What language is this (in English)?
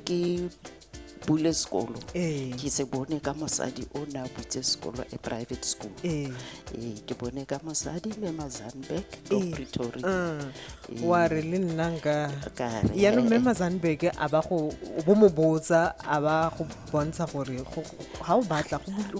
Tswana